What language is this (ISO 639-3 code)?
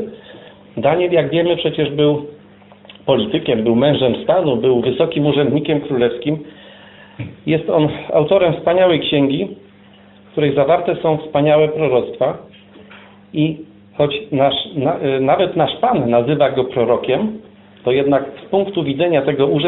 pol